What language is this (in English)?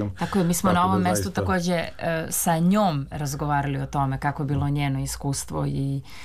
Serbian